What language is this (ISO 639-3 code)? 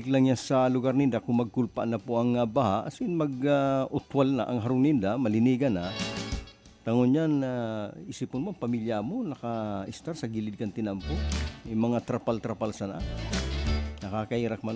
bik